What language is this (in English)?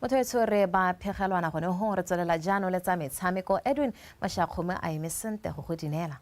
Tswana